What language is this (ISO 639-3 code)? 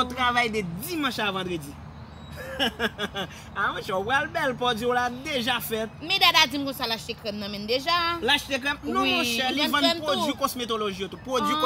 hat